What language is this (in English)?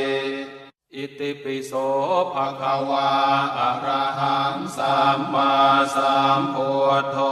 Pali